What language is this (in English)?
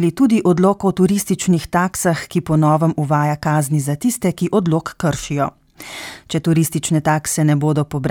Slovenian